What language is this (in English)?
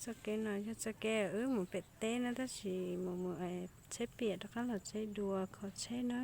Hmong